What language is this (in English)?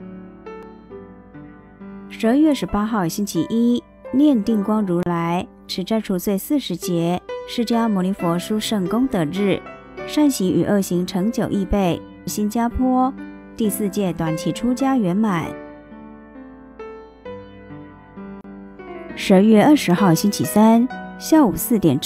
Chinese